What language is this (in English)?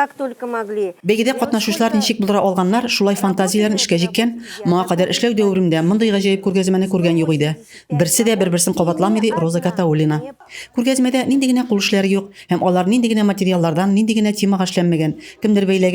Tatar